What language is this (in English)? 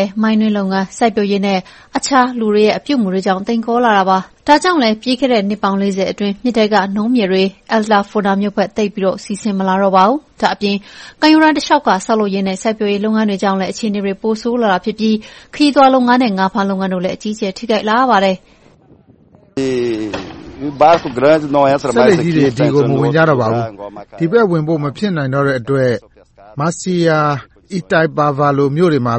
Burmese